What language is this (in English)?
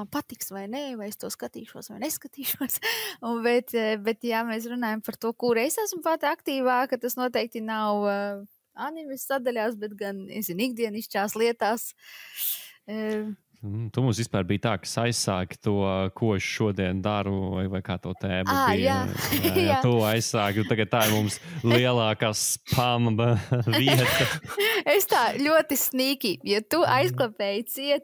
Latvian